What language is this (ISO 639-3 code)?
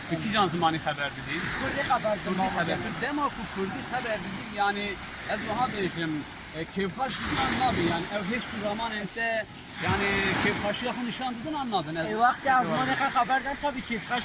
kur